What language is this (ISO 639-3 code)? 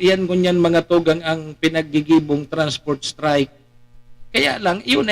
bik